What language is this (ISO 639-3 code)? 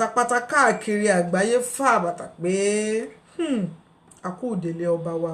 yor